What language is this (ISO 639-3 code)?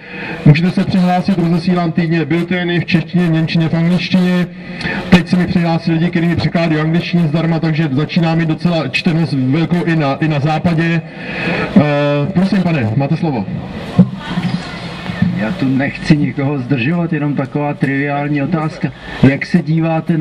ces